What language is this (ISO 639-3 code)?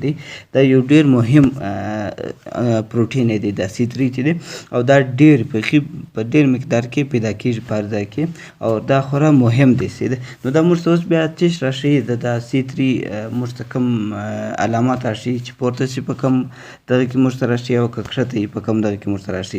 pus